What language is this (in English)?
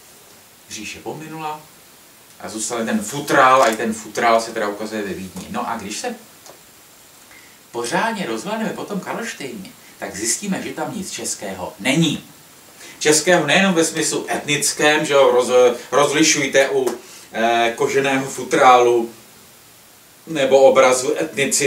Czech